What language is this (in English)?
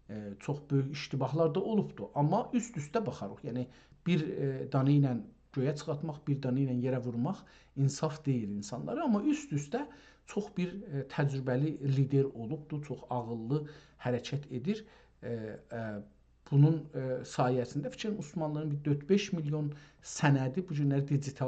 South Azerbaijani